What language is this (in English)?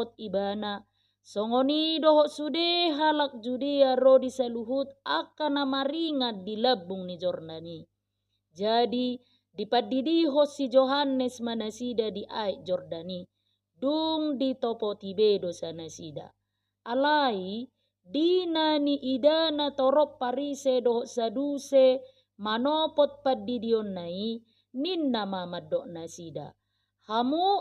Batak Toba